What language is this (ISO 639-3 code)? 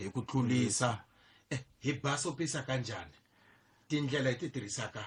tso